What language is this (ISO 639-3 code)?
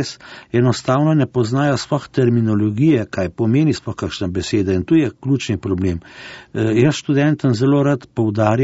slv